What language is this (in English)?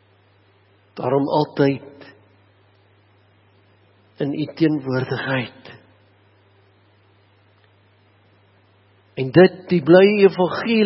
Afrikaans